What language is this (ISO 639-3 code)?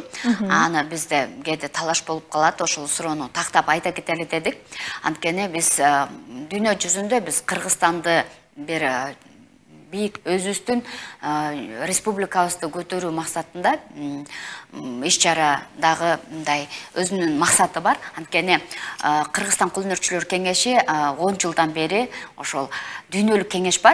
kir